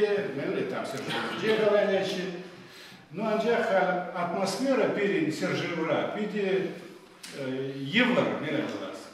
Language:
Chuvash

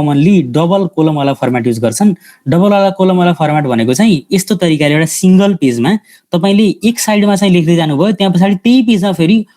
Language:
Nepali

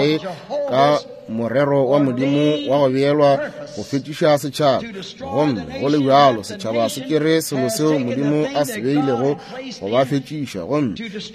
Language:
Northern Sotho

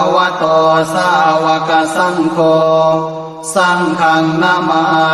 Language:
Pali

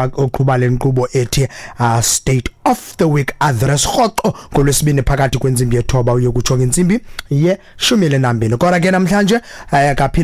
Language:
Xhosa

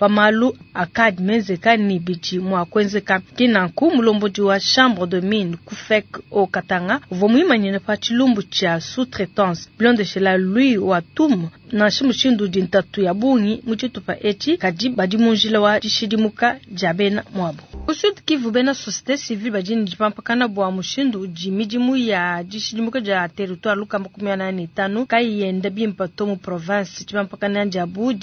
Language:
Luba-Lulua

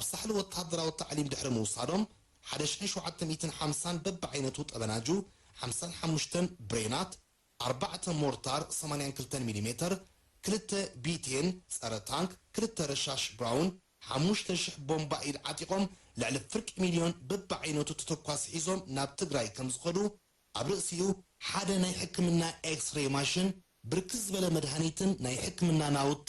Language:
Tigrinya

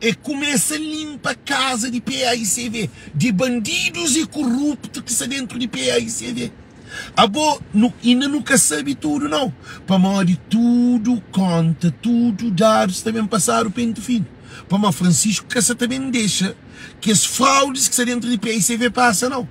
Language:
Kabuverdianu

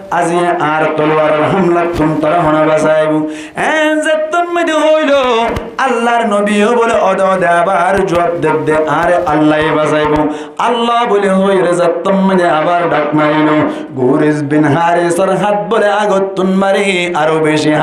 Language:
Rohingya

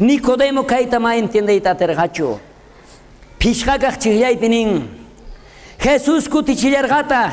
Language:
South Bolivian Quechua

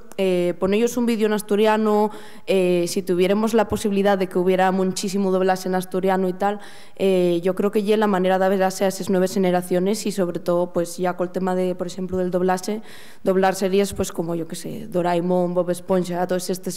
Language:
Asturian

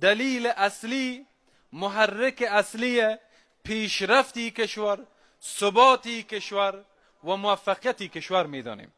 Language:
Persian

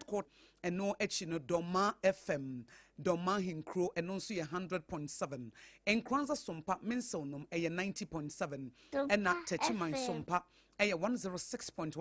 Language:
Akan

